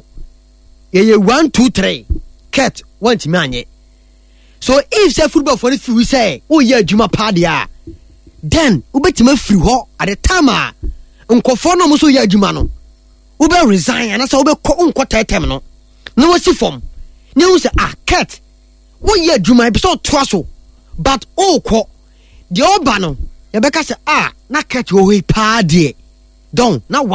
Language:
Akan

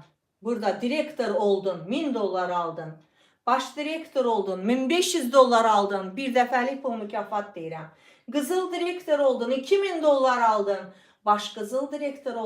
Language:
Azerbaijani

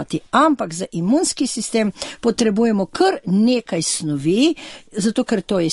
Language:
Slovenian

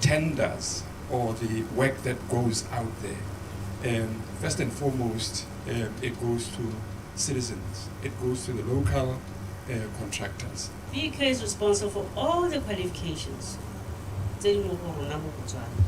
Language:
Tswana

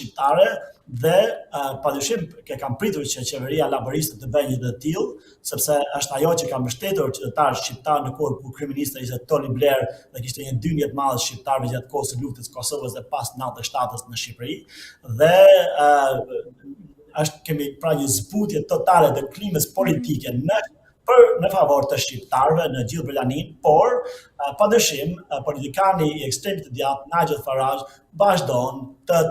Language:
Albanian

